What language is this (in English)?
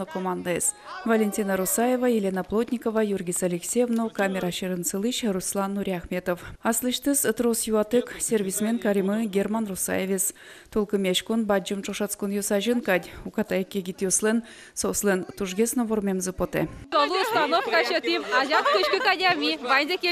Udmurt